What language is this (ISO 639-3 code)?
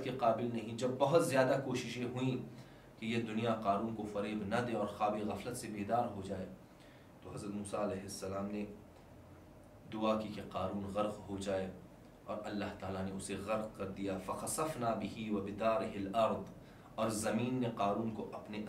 urd